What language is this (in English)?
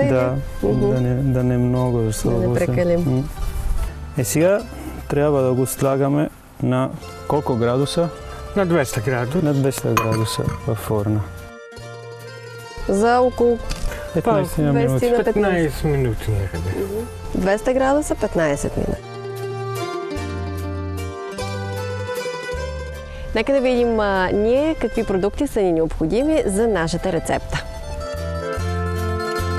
Bulgarian